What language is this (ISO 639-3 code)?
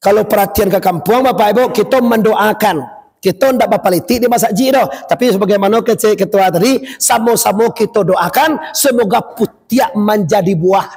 min